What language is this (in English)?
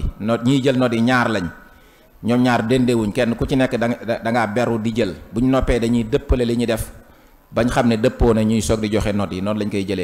Wolof